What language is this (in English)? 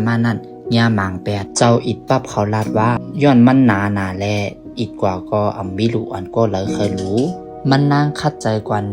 Shan